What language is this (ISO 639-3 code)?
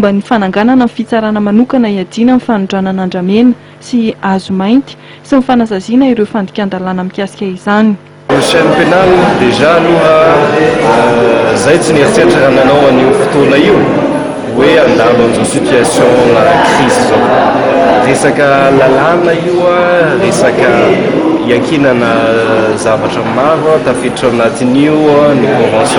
mlg